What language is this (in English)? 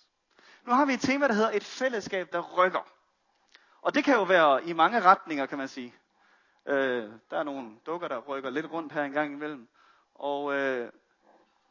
Danish